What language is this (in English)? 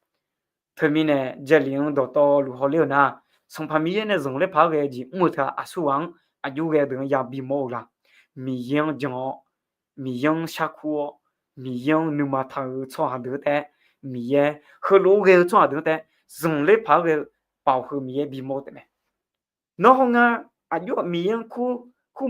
Akha